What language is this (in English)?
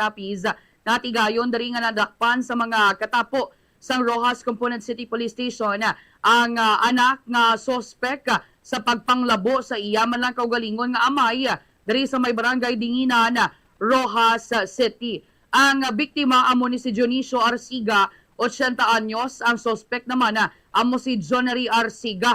Hiligaynon